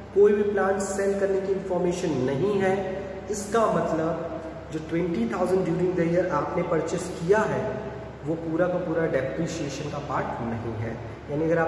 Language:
Hindi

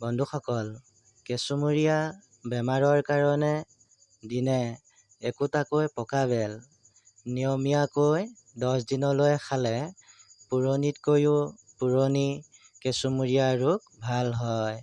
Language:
Assamese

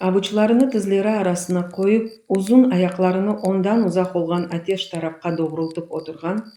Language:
Crimean Tatar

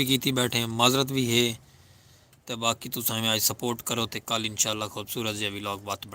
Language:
Saraiki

